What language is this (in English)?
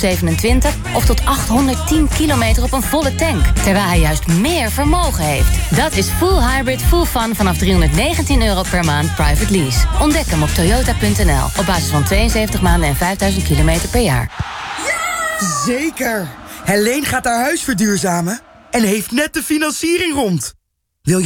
Dutch